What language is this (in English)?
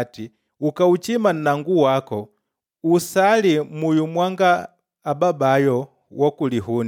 Makonde